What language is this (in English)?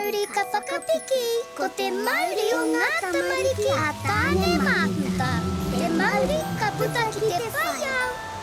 Māori